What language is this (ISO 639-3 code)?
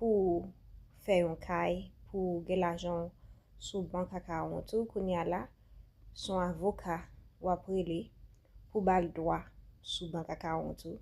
hat